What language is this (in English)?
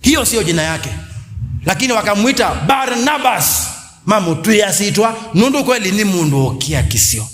Kamba